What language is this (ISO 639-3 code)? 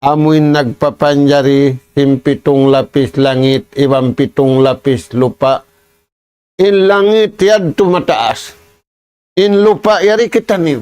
tsg